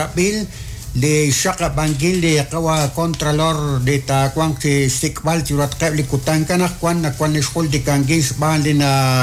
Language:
Kekchí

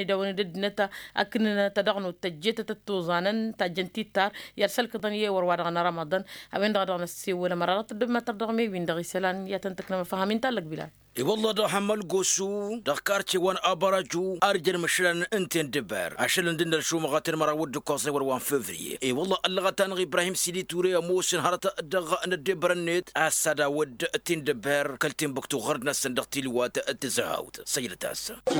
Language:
Tamasheq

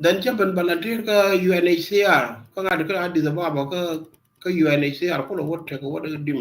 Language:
Nuer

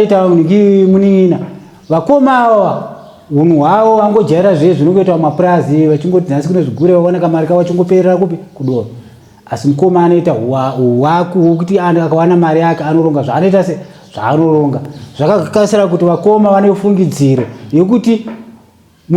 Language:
Shona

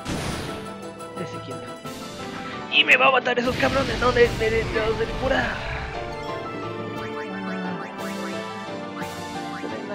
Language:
Spanish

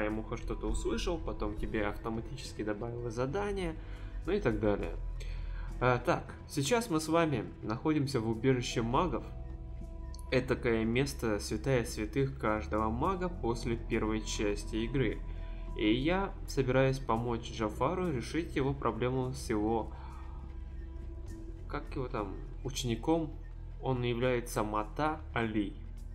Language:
Russian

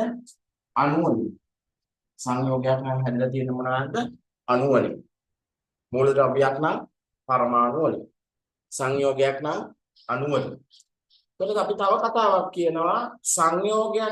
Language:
Sinhala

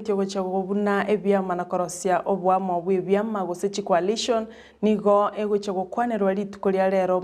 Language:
Gusii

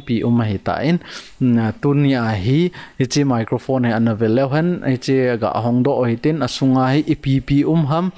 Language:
Thado Chin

